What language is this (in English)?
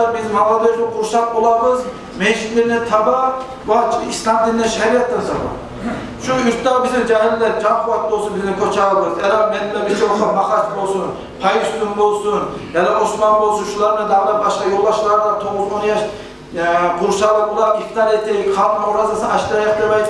Kumyk